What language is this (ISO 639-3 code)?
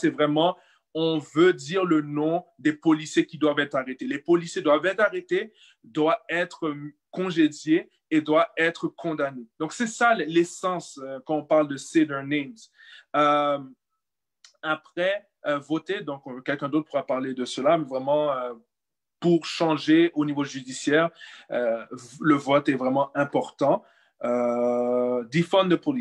fra